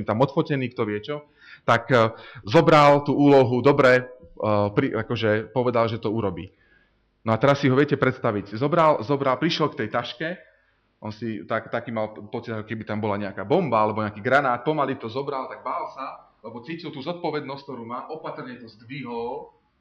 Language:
Slovak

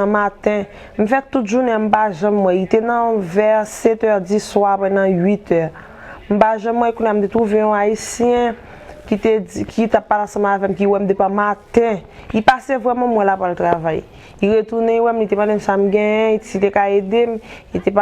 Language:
Haitian Creole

